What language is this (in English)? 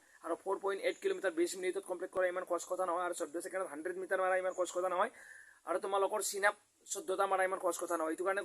Assamese